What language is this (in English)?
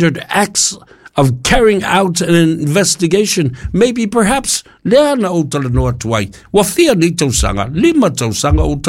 Samoan